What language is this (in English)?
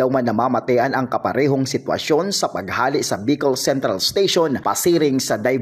Bikol